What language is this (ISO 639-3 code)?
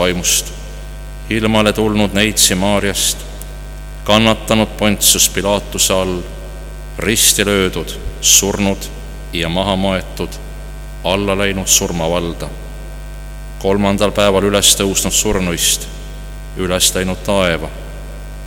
est